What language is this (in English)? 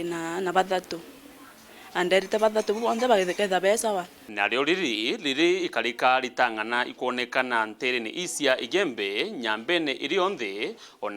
Meru